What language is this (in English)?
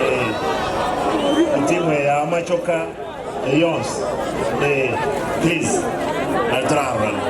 Gusii